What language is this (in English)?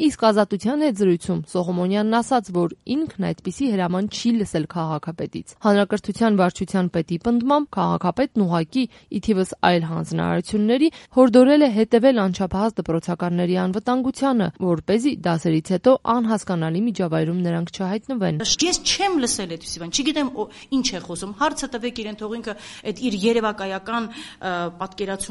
Armenian